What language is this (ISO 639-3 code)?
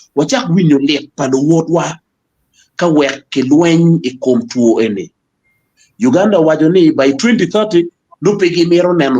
ach